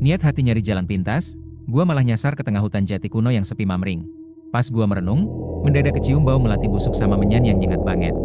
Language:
Betawi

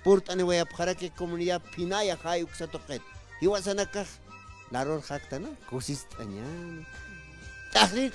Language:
Aymara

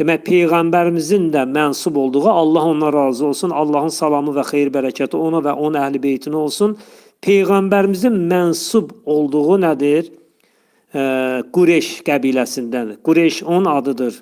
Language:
Azerbaijani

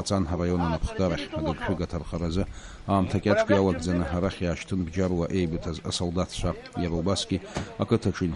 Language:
Abkhazian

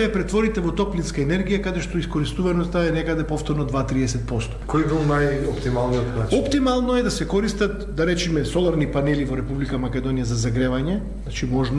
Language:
Macedonian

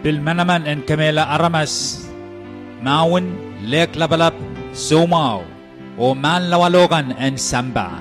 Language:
Pohnpeian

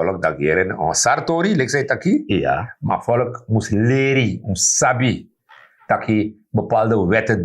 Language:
Sranan Tongo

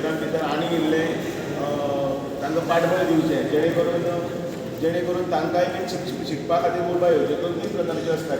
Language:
Konkani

